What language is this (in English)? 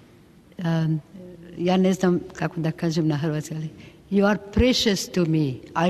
Croatian